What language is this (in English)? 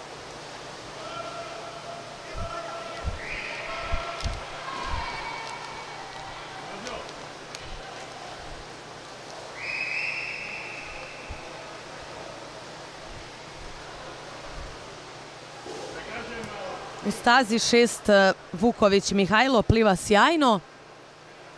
Serbian